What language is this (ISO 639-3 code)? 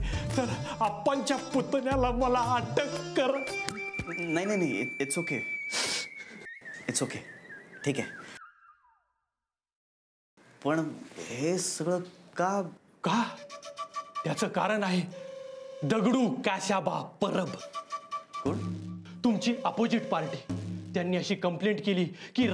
mar